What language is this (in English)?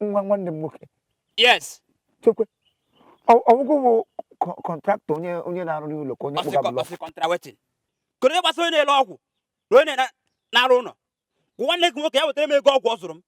Igbo